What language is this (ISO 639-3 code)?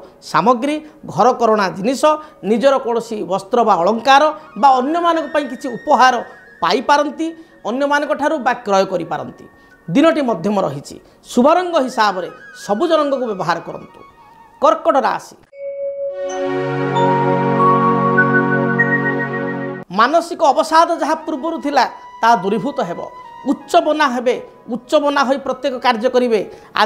ori